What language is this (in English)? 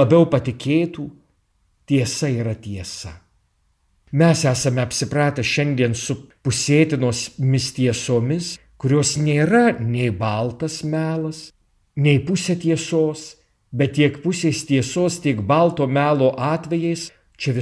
Lithuanian